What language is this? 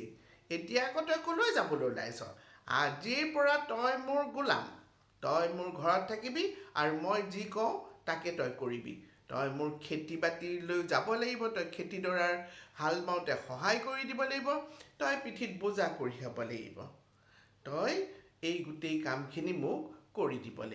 Assamese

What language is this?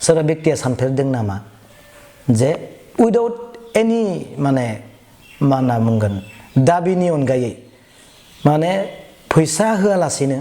Bodo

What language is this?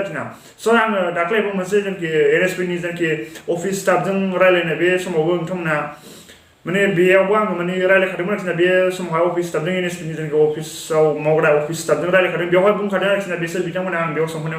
Bodo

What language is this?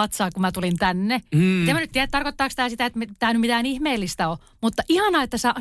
Finnish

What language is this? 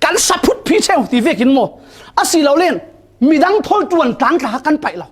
Falam Chin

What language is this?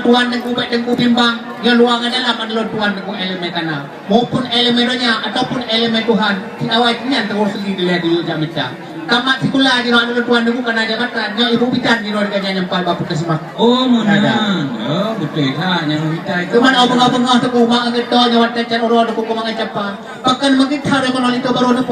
Achinese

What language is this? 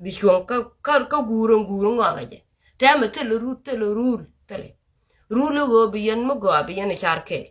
Nuer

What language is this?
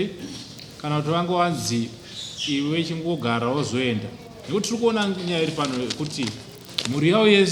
Shona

